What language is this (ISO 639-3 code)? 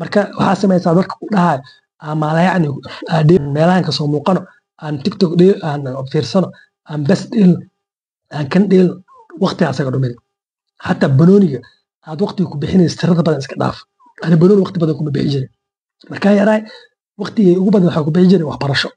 som